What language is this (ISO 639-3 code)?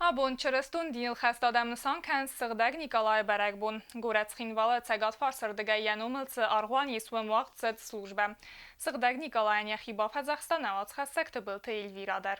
oss